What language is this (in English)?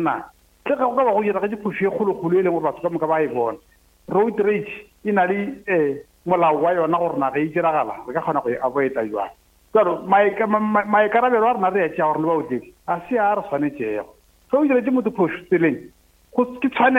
Northern Sotho